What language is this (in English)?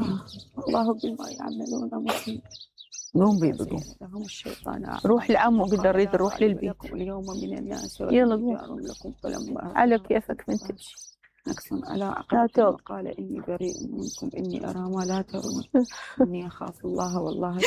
Mesopotamian Arabic